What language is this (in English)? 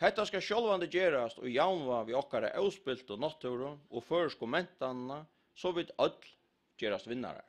Faroese